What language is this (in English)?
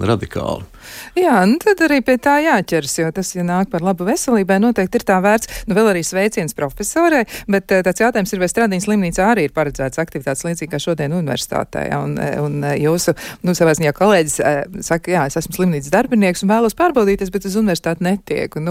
Latvian